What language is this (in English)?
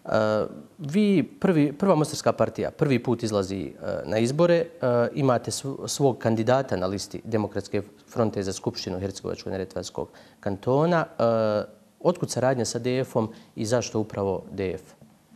Bosnian